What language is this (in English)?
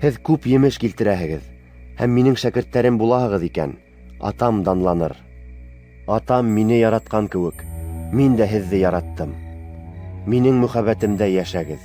Bashkir